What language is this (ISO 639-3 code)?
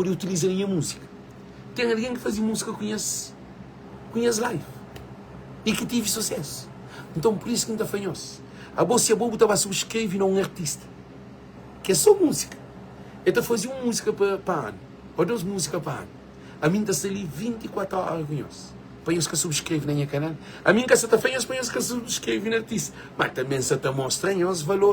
kea